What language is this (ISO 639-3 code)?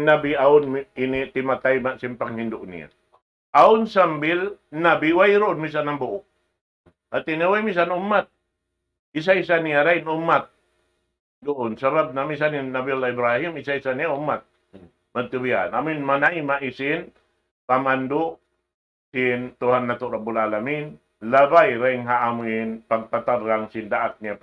tsg